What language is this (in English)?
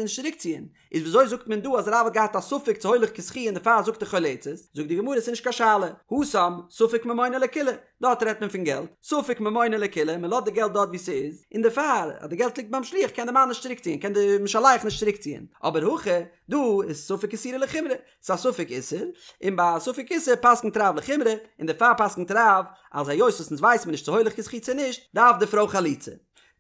Yiddish